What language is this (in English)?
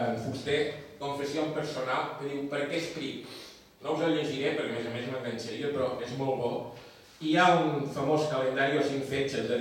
Catalan